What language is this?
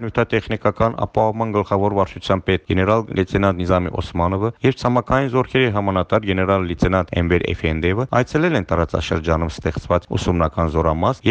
Armenian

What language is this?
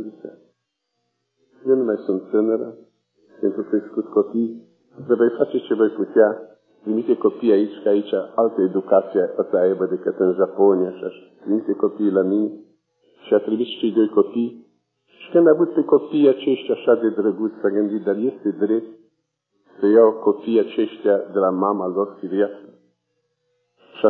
Romanian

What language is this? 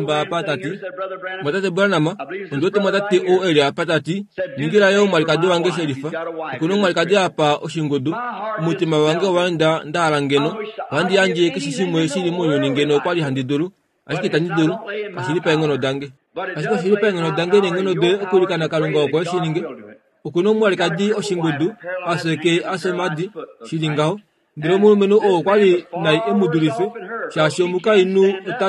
Kuanyama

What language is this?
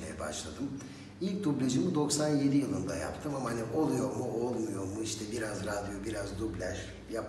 Turkish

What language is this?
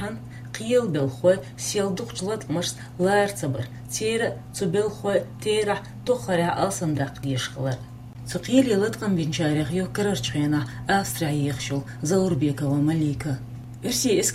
Chechen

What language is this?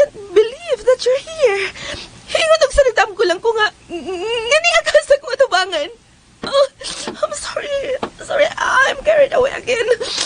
Cebuano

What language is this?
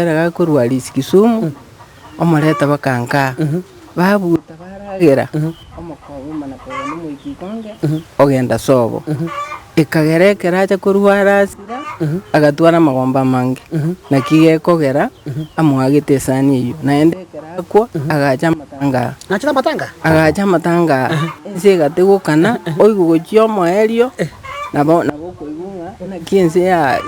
Gusii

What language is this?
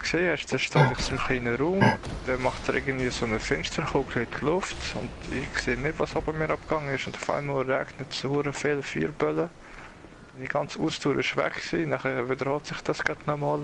Swiss German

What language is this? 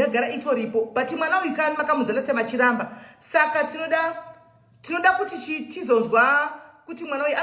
Shona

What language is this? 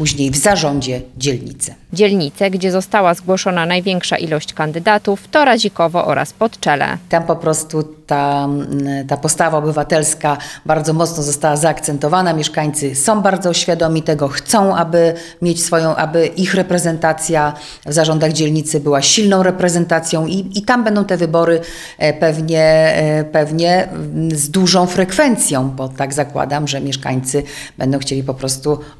Polish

